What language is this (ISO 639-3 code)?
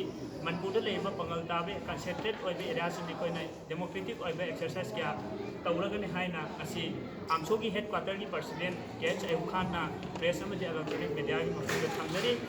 mni